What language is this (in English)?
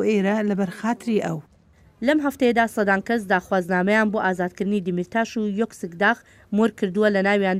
Central Kurdish